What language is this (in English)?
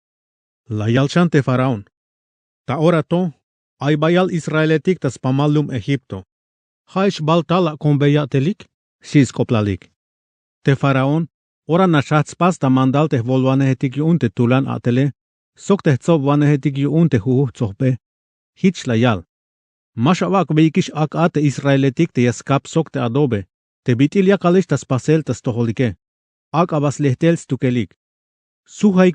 Tzeltal